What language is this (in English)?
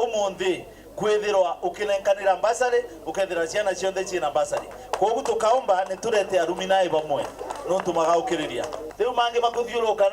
Meru